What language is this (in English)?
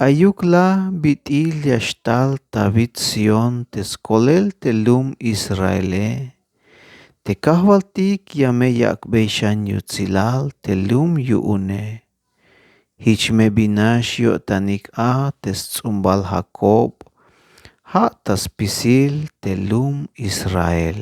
Tzeltal